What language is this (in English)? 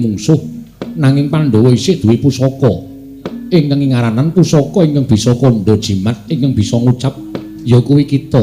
Javanese